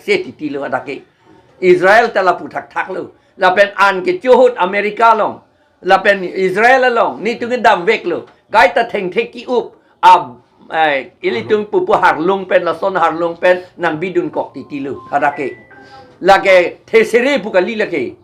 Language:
Karbi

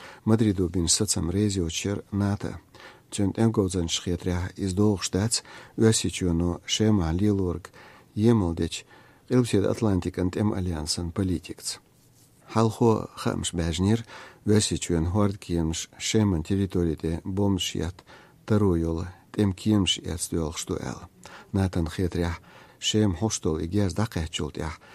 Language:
Chechen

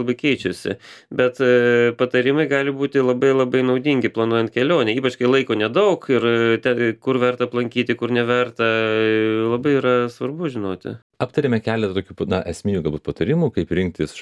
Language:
Lithuanian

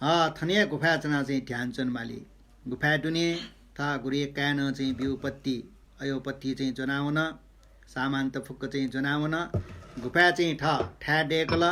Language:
Newari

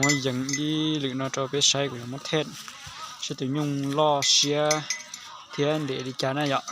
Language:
Hmong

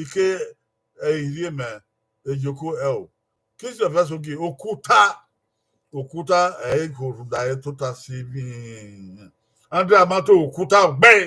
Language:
Bini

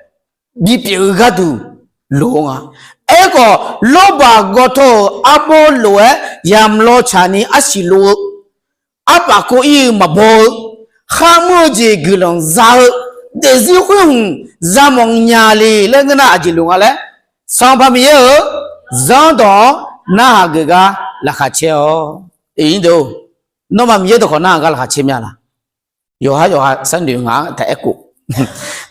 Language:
Akha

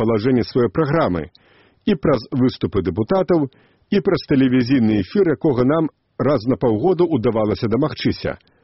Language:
Belarusian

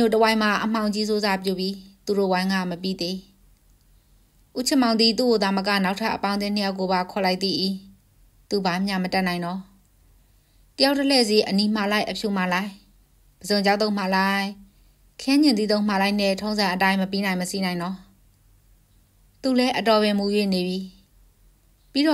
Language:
Burmese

